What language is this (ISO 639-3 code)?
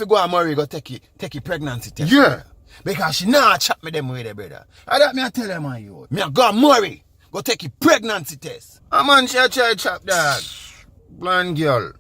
jam